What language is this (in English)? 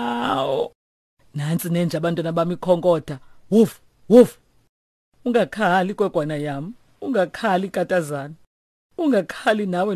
Xhosa